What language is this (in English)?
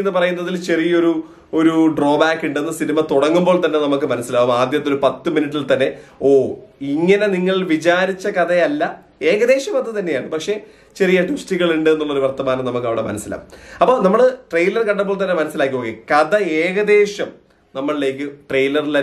Malayalam